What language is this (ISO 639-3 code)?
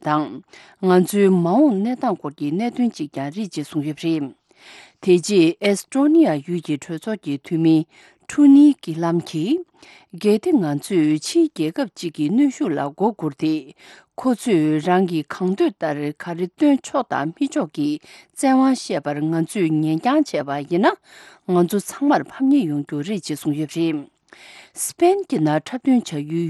bod